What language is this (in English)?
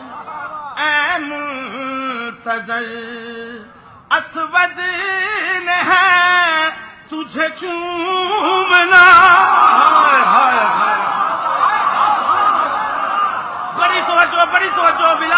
Urdu